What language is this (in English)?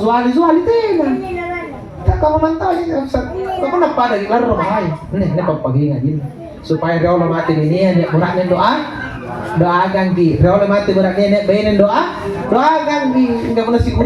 Makasar